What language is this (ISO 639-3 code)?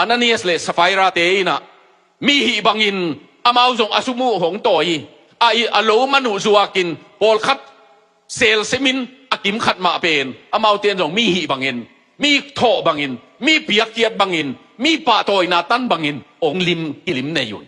ctd